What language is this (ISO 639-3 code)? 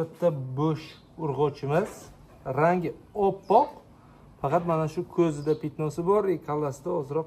uzb